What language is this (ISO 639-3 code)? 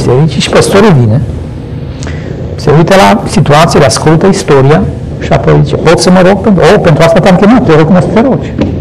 ron